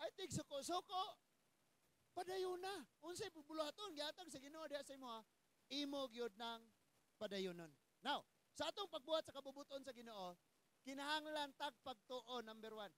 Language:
Cebuano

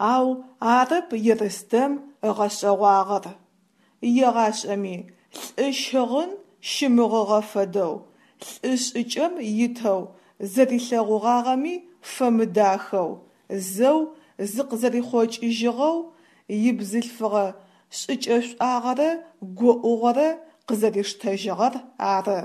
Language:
Adyghe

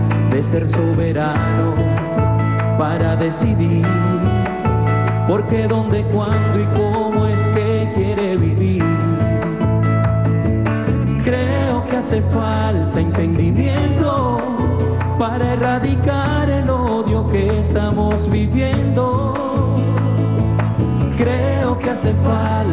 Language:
Spanish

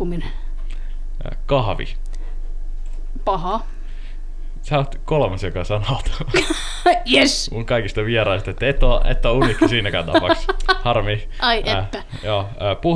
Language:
Finnish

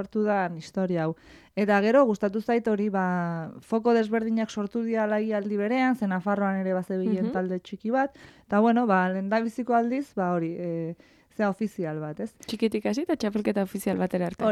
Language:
Basque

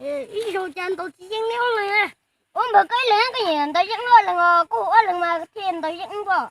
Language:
Hmong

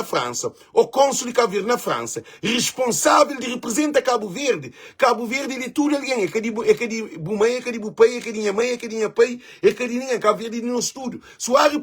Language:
Kabuverdianu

